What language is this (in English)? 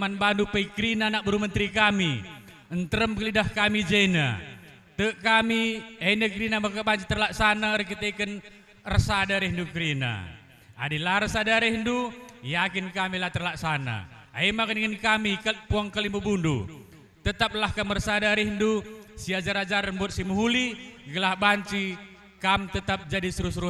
Batak Karo